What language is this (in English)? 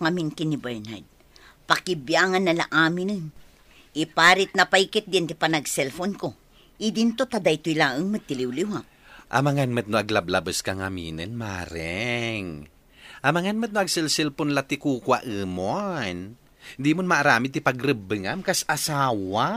Iloko